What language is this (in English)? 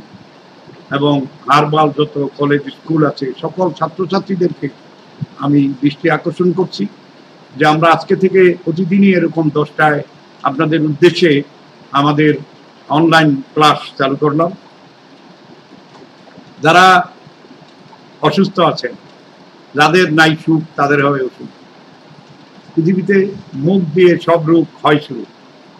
Bangla